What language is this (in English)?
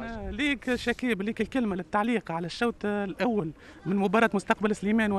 Tunisian Arabic